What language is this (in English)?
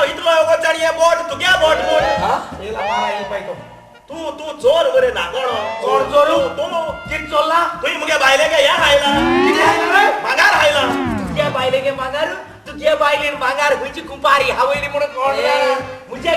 Konkani